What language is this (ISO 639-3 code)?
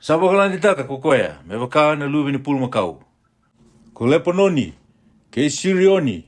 fij